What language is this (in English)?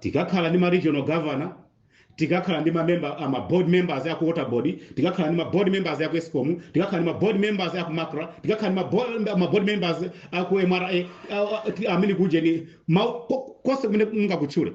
Nyanja